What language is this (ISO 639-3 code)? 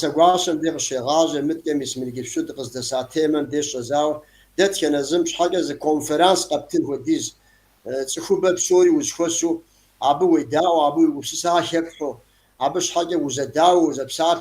kbd